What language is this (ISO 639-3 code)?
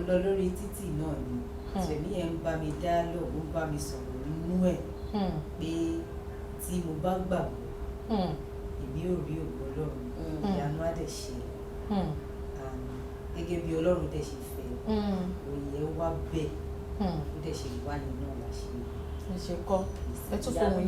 yor